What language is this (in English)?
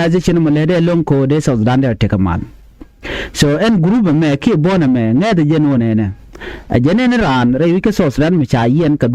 Nuer